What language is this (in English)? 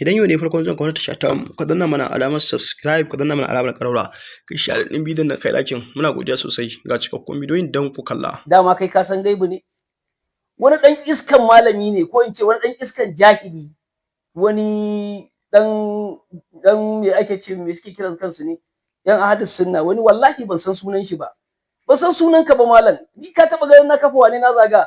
Hausa